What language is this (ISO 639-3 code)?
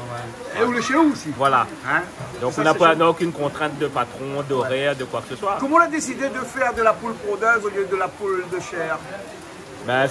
rcf